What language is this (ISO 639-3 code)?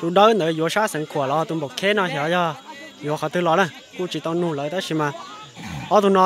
hmn